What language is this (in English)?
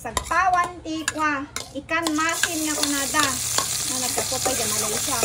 Iloko